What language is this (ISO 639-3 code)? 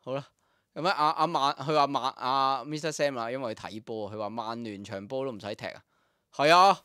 yue